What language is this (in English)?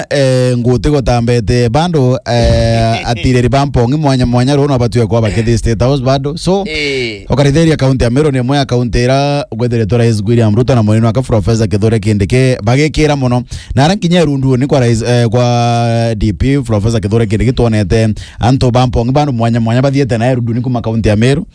Meru